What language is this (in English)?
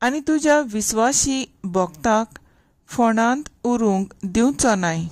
Konkani